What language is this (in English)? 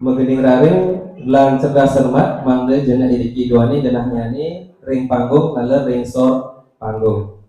Balinese